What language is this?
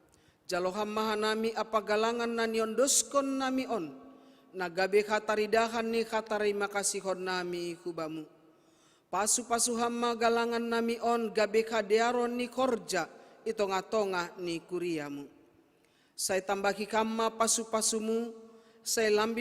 Batak Simalungun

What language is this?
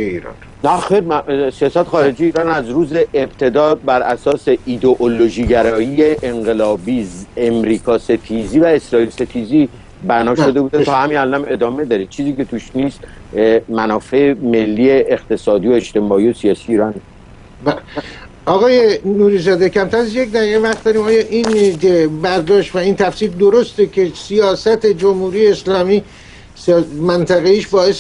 Persian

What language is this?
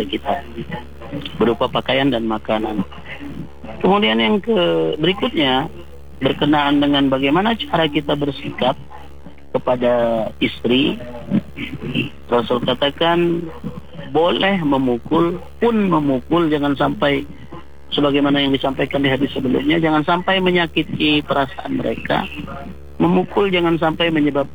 Indonesian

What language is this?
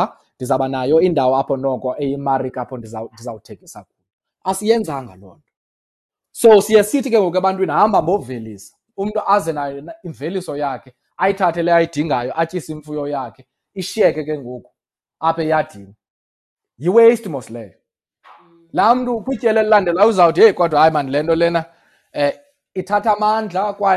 Xhosa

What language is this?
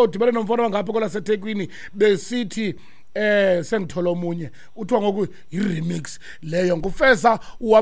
Xhosa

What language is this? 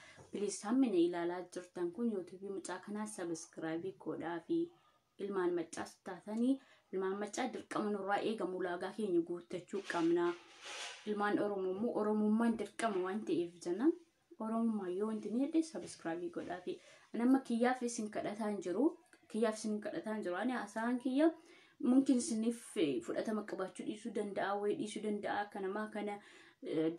Oromo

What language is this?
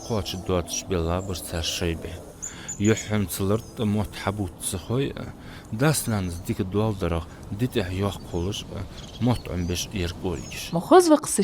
Ingush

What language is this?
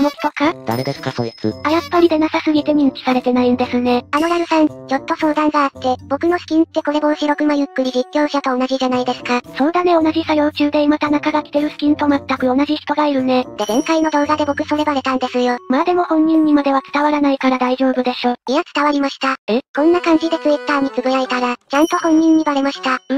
Japanese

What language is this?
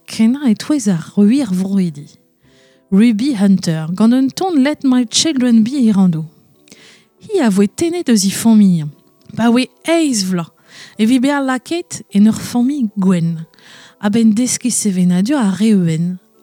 Breton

